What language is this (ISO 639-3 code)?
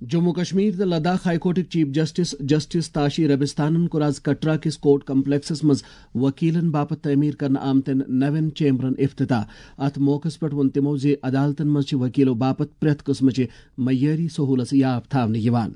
kas